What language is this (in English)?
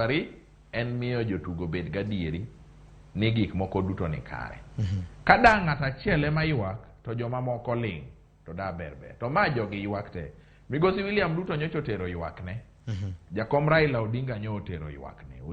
Luo (Kenya and Tanzania)